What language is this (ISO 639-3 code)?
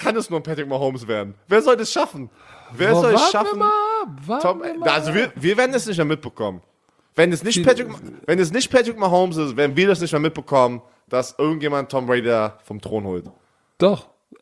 deu